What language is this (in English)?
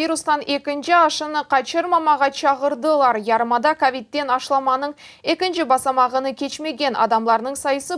Crimean Tatar